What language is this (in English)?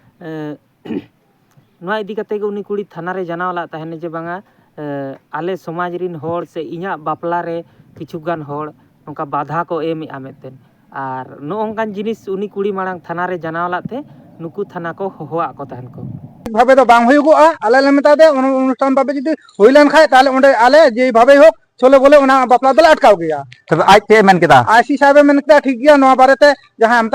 Santali